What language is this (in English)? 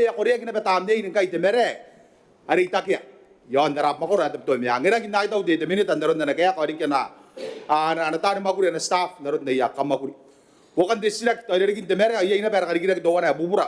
Gilbertese